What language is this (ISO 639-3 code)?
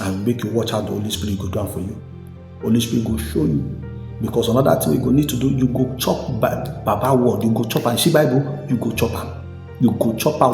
pcm